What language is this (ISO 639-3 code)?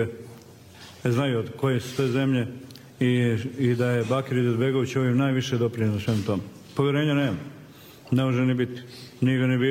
bos